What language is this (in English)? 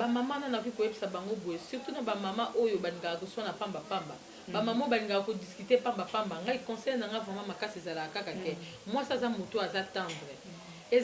Lingala